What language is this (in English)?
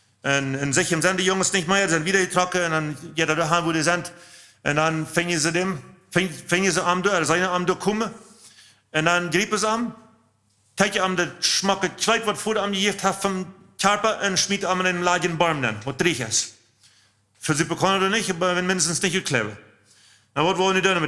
Plautdietsch